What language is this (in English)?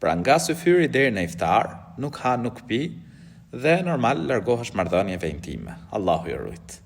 Albanian